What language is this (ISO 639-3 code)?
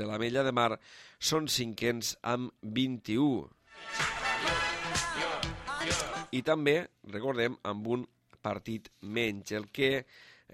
cat